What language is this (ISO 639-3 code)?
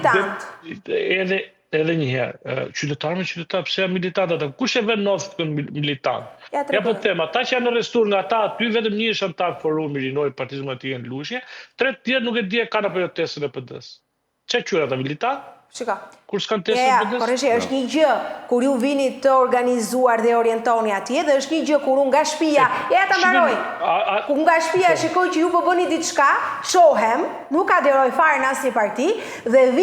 sqi